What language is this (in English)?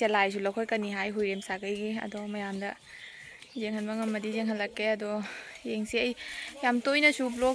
Manipuri